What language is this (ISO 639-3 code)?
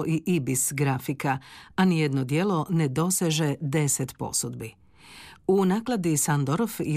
hrv